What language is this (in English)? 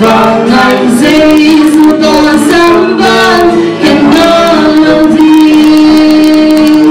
Tedim Chin